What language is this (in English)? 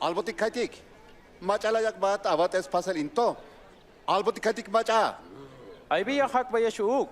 Tzeltal